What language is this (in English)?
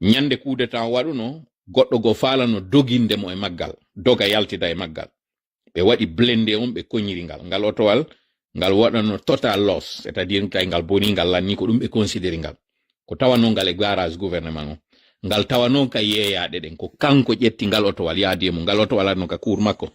Pular